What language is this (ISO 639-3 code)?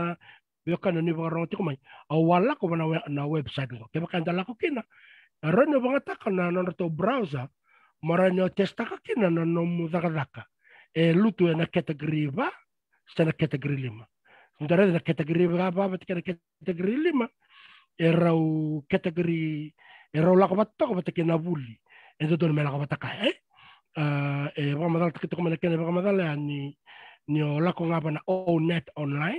fij